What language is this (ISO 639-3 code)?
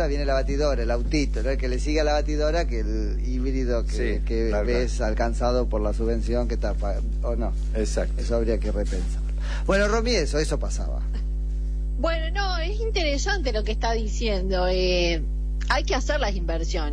spa